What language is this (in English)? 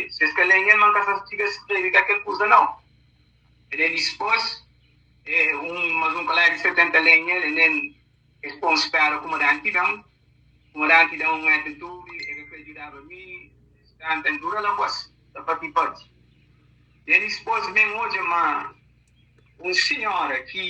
Kabuverdianu